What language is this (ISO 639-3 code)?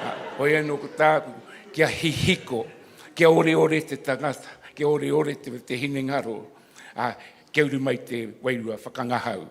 mri